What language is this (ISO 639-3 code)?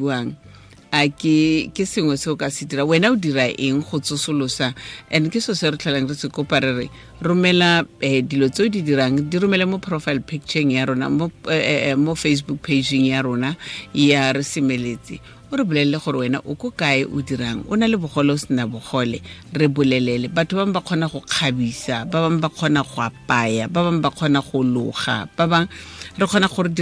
tsn